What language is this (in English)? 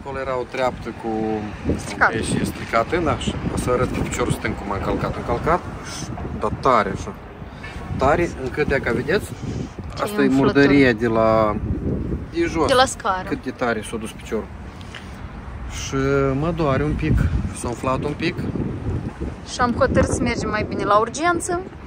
Romanian